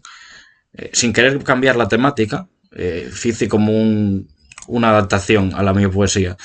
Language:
Asturian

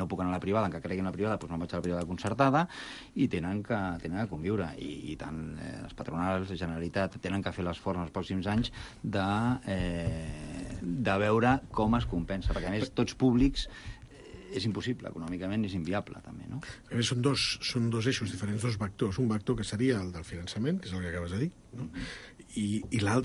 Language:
Catalan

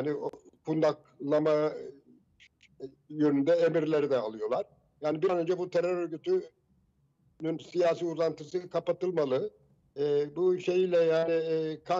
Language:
Turkish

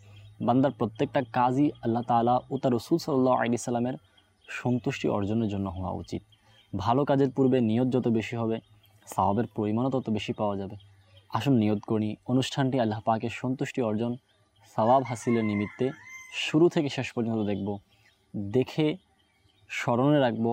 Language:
Bangla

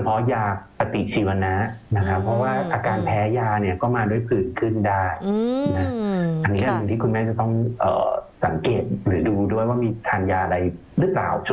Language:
Thai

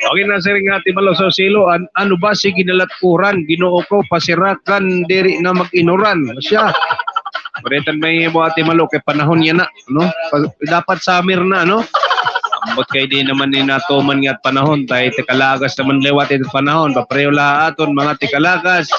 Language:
Waray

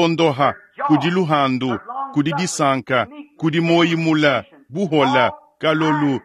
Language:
Luba-Lulua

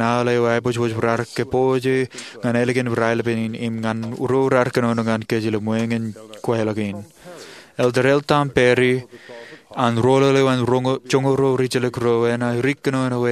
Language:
Marshallese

